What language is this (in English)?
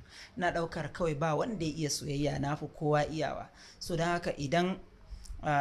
Hausa